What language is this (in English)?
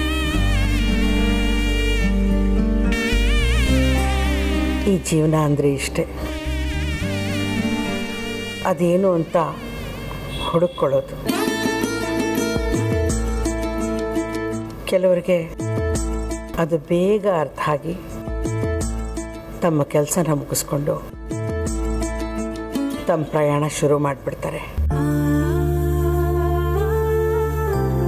Kannada